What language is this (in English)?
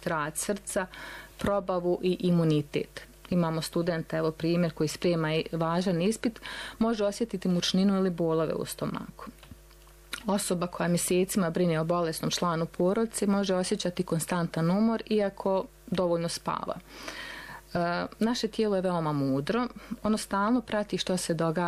Bosnian